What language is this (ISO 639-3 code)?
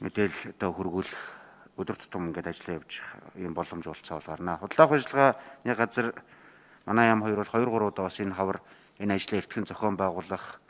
mon